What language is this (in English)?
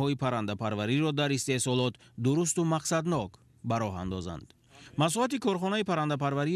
Tajik